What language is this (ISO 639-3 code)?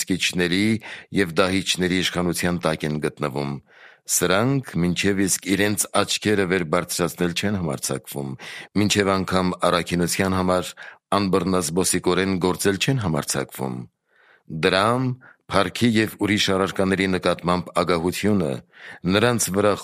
hye